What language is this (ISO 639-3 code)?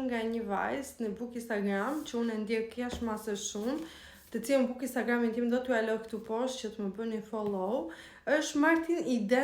sqi